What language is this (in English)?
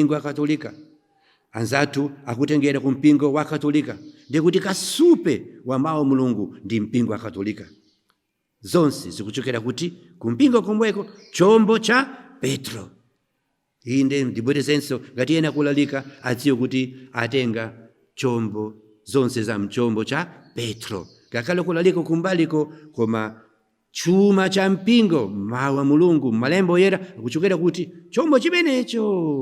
Nyanja